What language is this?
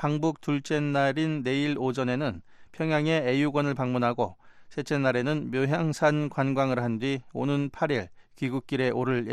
Korean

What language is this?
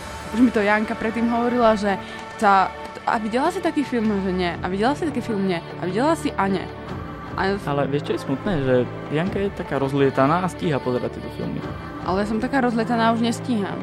Slovak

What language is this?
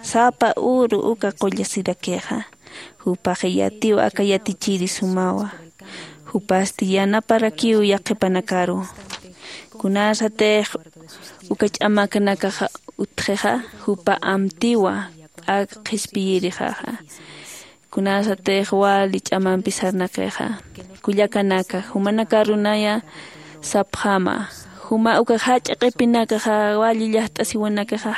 Aymara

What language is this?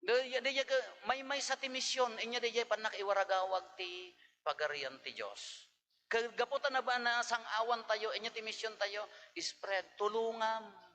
Iloko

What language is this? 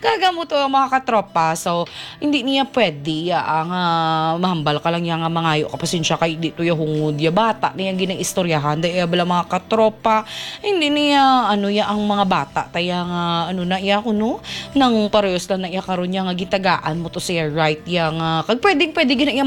Hiligaynon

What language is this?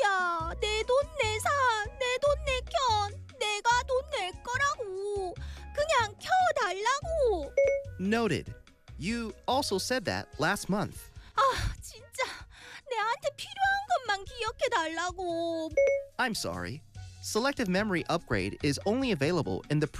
Korean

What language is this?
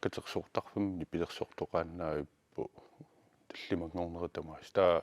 Kalaallisut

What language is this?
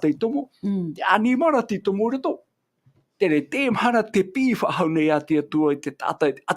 Tahitian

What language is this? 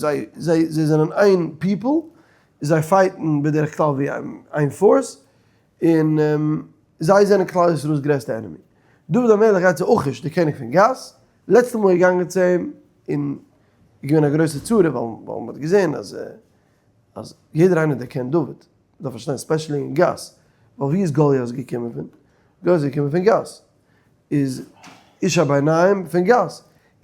Yiddish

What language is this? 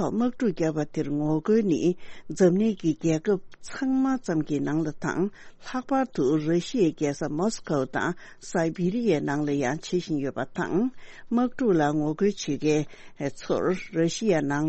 Tibetan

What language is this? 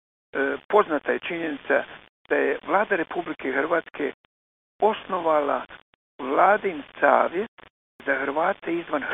Croatian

